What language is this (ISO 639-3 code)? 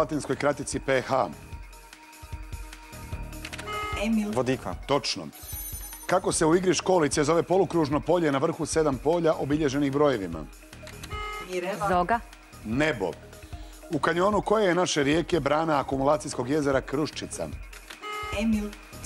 hrv